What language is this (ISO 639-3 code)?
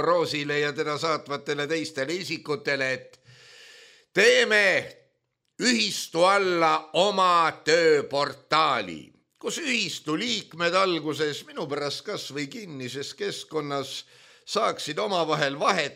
est